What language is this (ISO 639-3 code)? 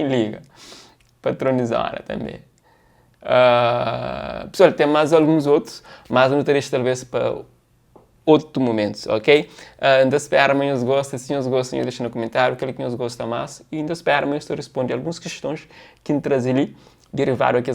kea